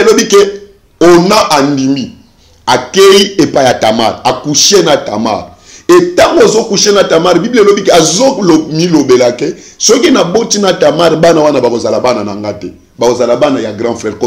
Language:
Lingala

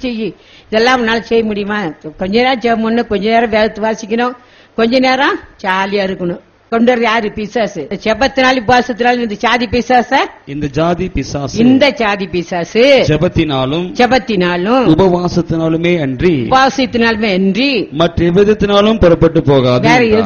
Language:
Tamil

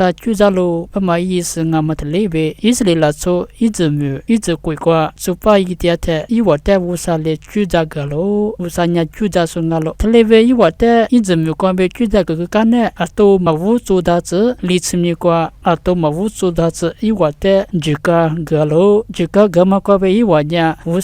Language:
Lisu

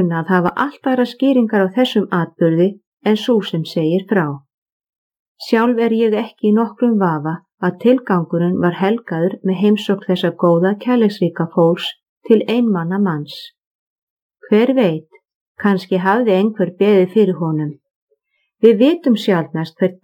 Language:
Icelandic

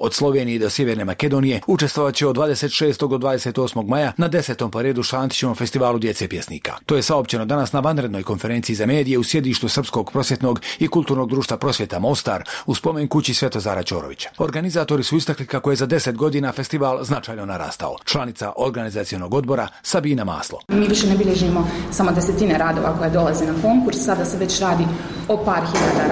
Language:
Bosnian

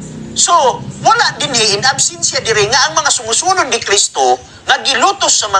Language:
Cebuano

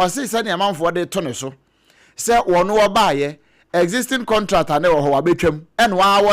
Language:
Akan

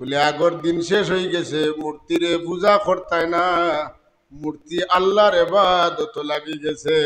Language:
Sylheti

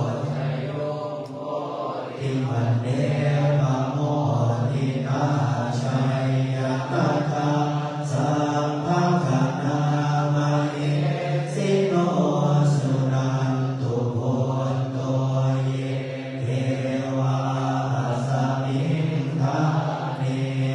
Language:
Pali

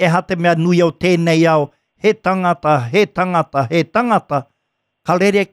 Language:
Māori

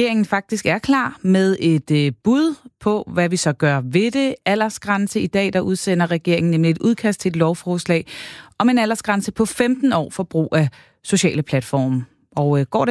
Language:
Danish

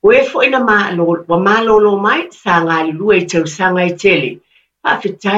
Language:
Samoan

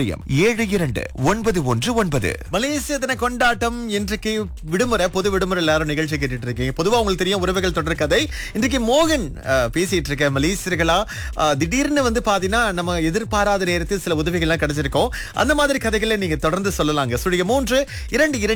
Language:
Tamil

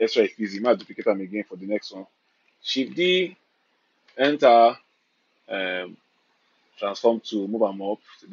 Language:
Nigerian Pidgin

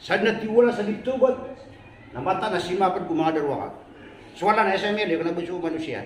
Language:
Maranao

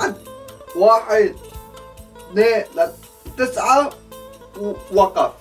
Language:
North Levantine Arabic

